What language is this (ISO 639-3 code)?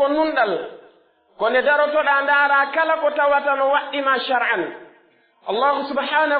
fuf